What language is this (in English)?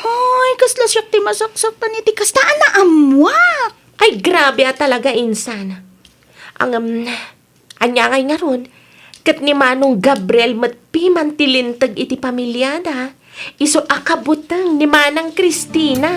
Iloko